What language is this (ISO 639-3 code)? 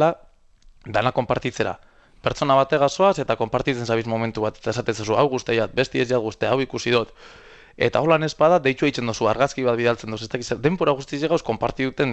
eus